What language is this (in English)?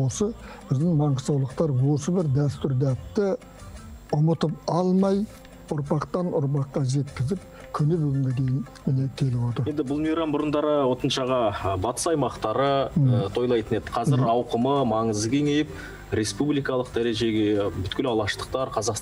Kazakh